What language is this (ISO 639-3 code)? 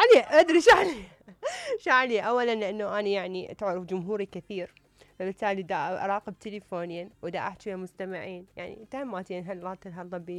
acm